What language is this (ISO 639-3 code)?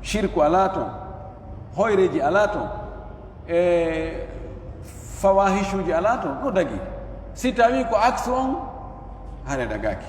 ful